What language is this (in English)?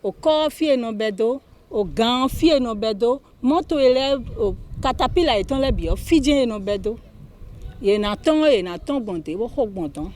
Fon